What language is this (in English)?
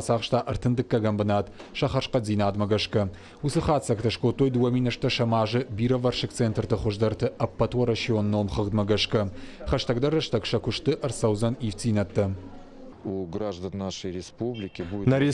Ossetic